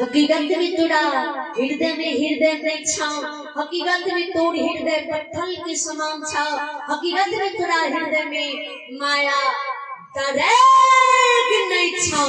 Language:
Maithili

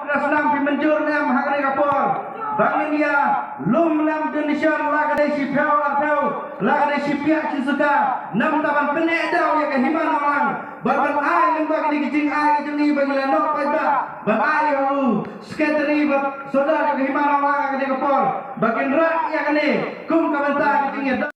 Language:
Khasi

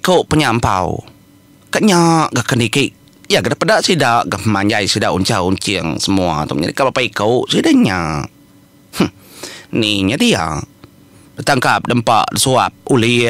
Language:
Iban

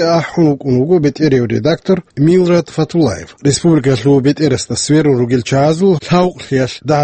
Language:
Avaric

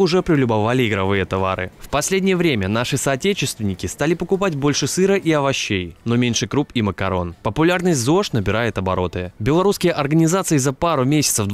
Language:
Russian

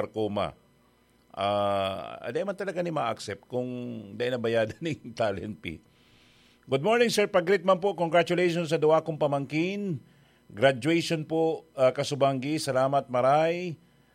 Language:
Bikol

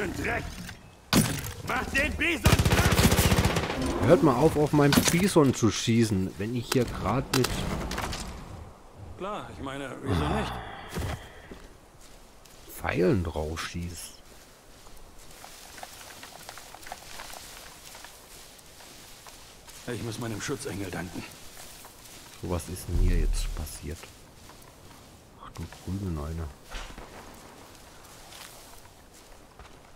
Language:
German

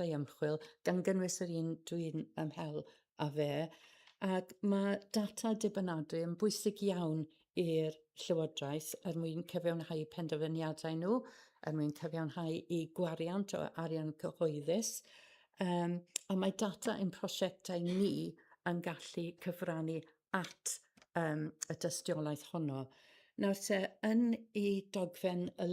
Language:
Welsh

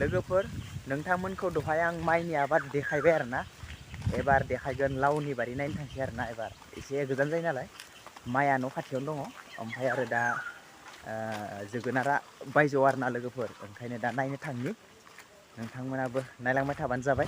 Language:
Bodo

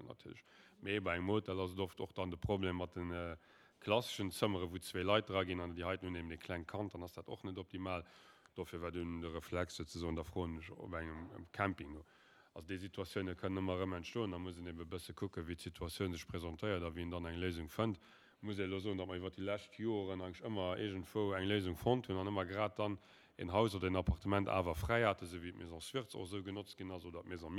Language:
Luxembourgish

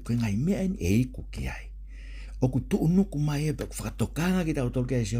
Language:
Tongan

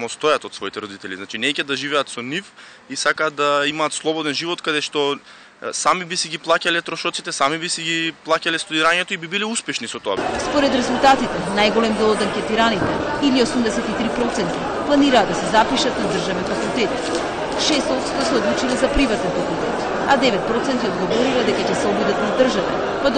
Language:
Macedonian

